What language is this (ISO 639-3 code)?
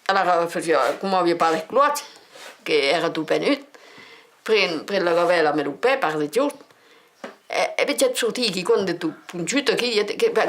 oci